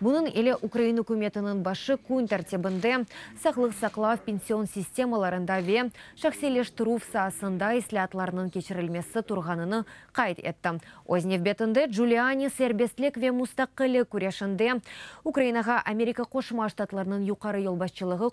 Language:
Crimean Tatar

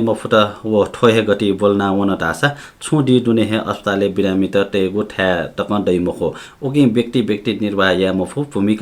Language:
Newari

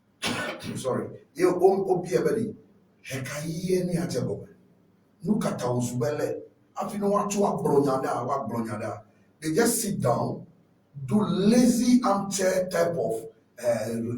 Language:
Ewe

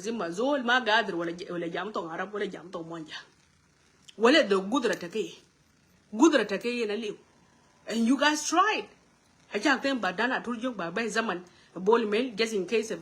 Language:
Nuer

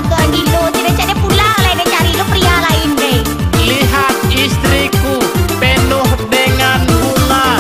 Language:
Minangkabau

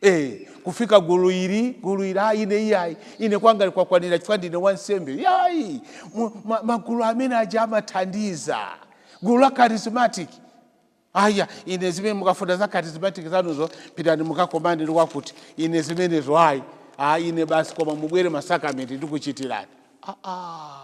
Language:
Nyanja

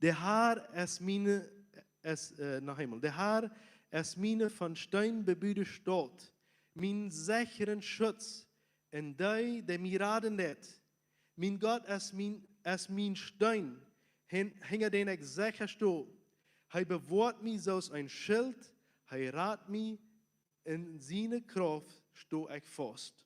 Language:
Plautdietsch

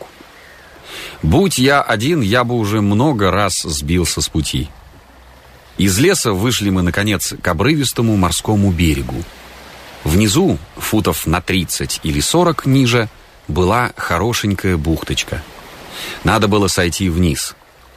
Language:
Russian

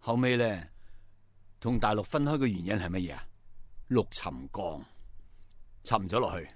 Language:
Cantonese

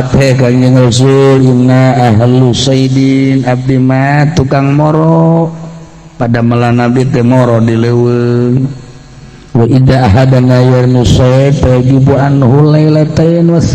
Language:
Sundanese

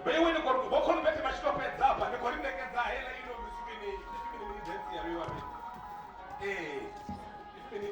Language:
Venda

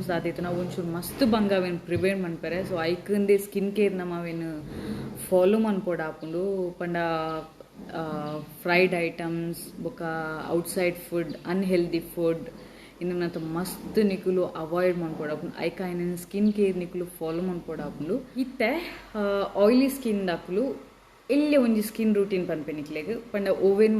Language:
Tulu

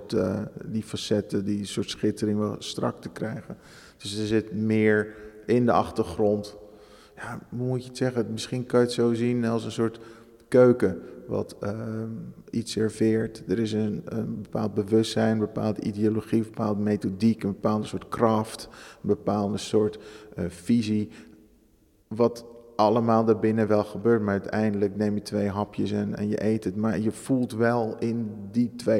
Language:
Dutch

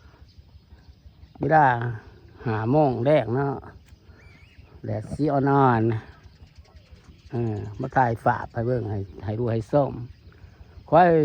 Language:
Lao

